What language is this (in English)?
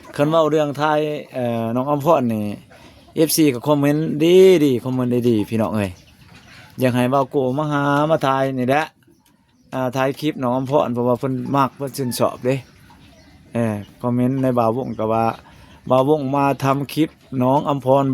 Lao